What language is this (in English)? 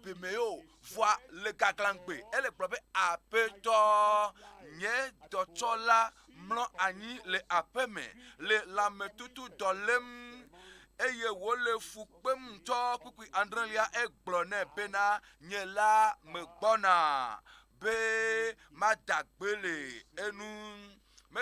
Ewe